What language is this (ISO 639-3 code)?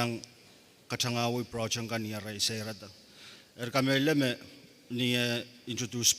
pon